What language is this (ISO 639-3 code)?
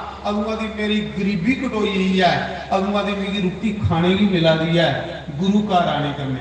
doi